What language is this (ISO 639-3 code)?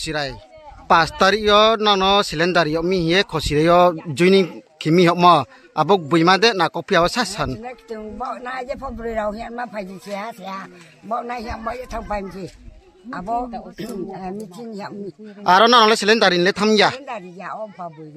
ria